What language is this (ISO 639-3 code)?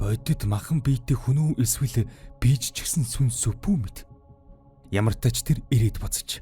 mon